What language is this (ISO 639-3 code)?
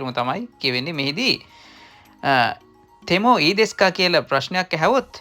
sin